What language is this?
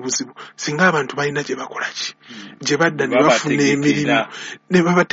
Ganda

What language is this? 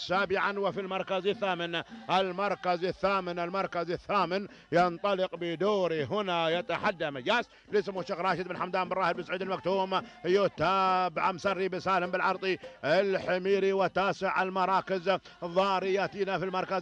Arabic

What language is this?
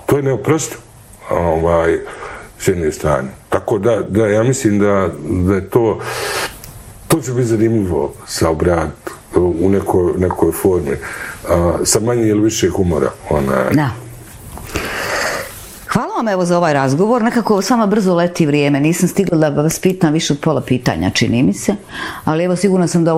Bosnian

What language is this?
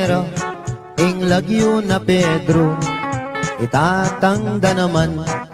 Pampanga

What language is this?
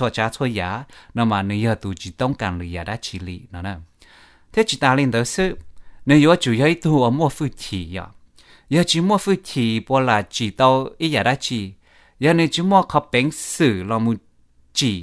Hmong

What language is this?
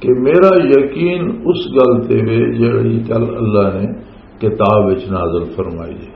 Western Panjabi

